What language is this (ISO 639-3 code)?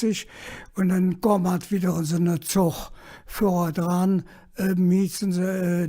ksh